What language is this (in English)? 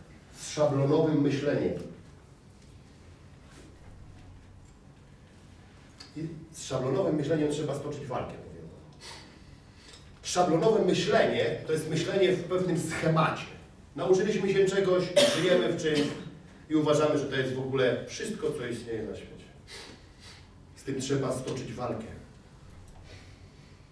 Polish